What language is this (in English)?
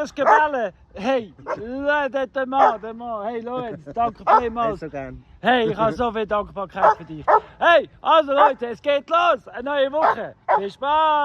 Swiss German